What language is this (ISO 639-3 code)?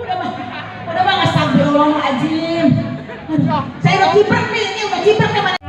bew